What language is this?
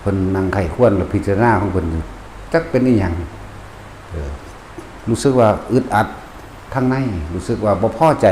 Northeastern Thai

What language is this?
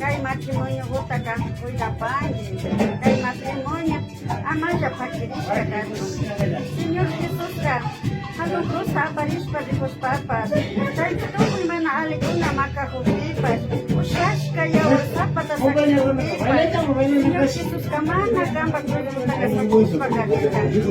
Imbabura Highland Quichua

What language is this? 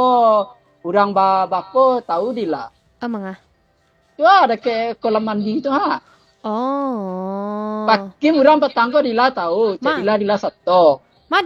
Minangkabau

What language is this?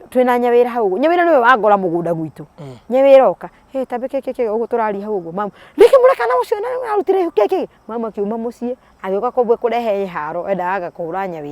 Kikuyu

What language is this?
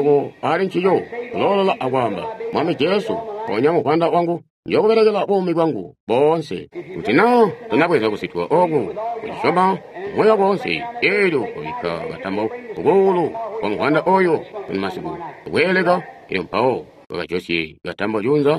Tonga (Zambia)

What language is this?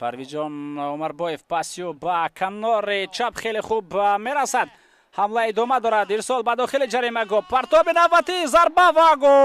Tajik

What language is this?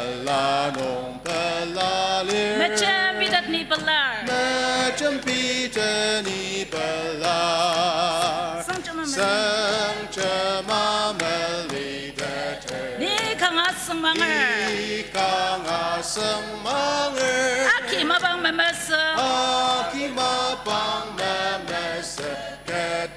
Ao Naga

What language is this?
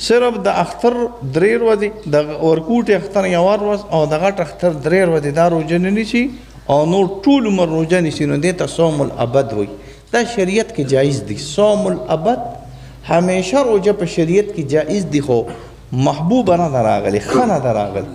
Pashto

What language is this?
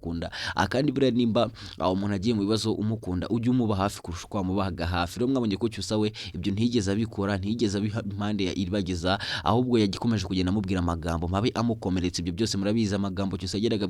Kinyarwanda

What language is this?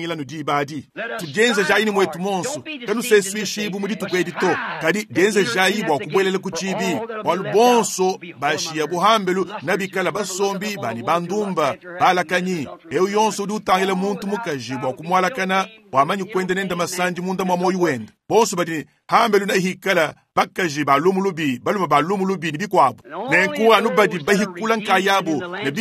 Luba-Lulua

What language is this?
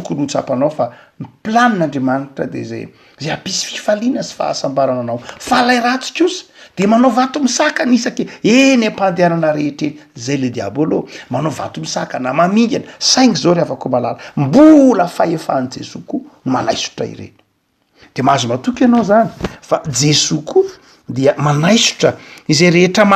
Malagasy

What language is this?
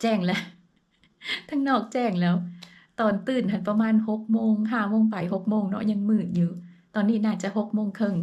Lao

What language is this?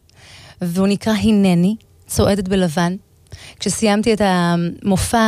Hebrew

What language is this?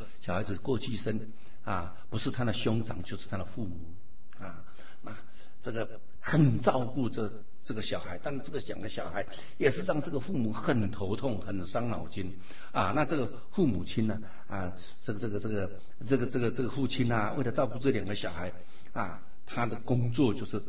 Chinese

